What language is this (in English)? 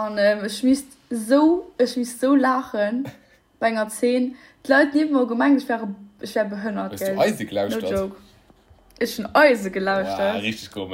Luxembourgish